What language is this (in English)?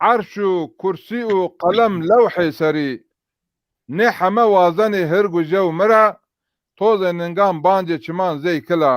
Zaza